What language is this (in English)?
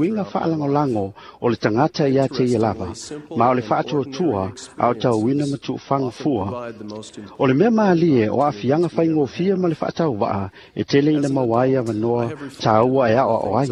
Samoan